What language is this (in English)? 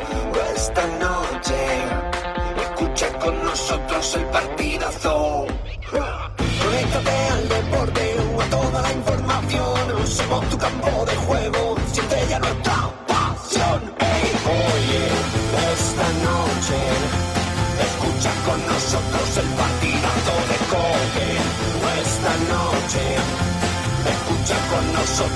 Spanish